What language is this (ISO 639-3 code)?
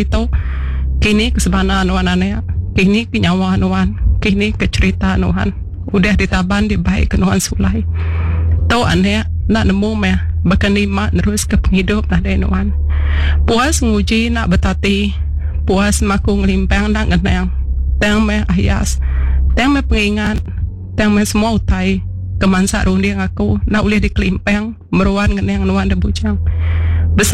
iba